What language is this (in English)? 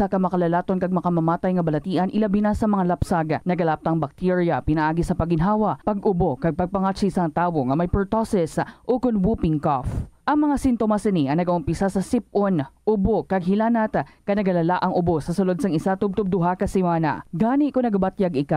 Hiligaynon